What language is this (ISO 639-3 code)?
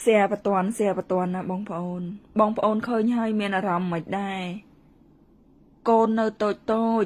khm